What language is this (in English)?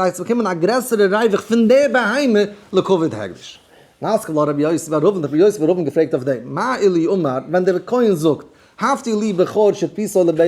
Yiddish